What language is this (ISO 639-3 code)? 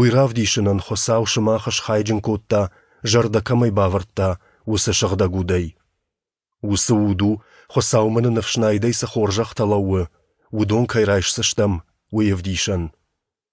oss